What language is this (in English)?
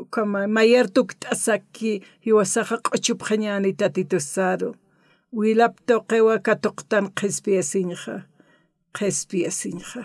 Aymara